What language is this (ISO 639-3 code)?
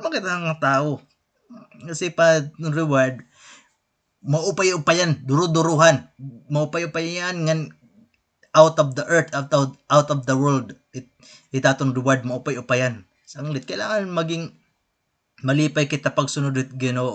war